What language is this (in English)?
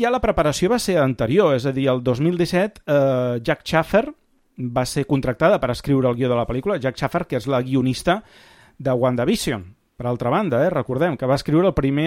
Catalan